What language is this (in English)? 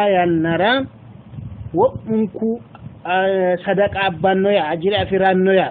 Sidamo